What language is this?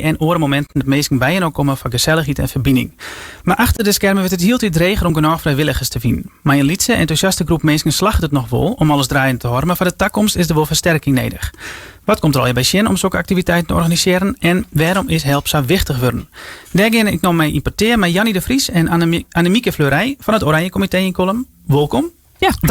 Western Frisian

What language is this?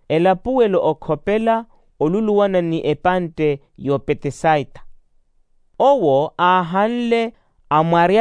Makhuwa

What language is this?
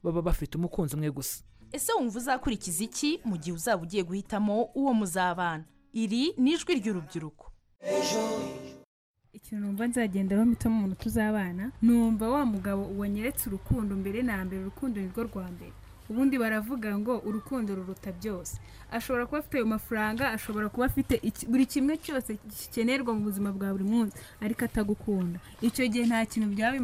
Kinyarwanda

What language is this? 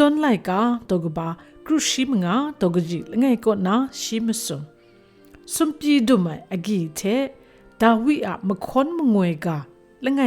Kachin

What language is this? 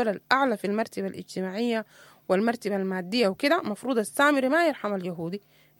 Sudanese Arabic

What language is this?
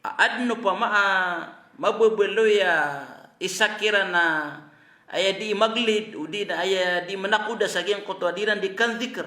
Maranao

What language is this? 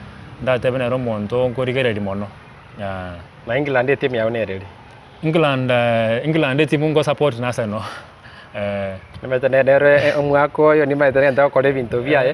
Gusii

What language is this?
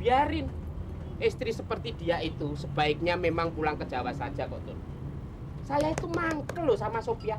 Betawi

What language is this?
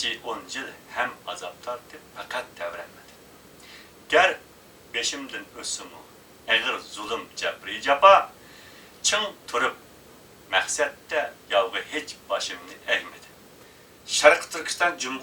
Uyghur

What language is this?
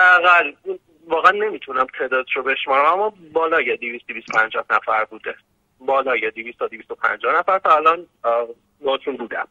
Persian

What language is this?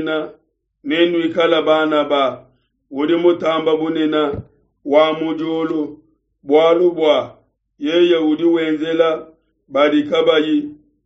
Luba-Lulua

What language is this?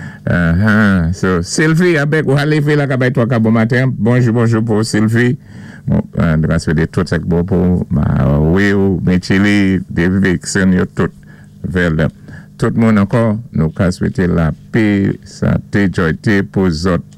Saint Lucian Creole French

